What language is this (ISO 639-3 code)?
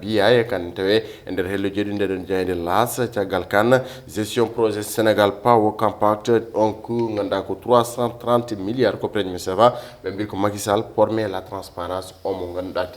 ful